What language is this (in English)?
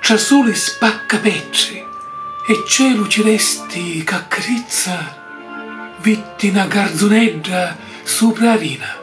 Sicilian